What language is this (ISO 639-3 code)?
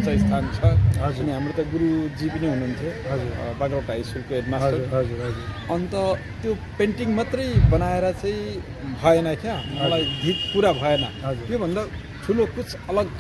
nep